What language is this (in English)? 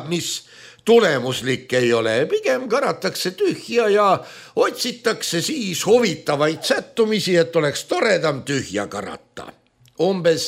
Estonian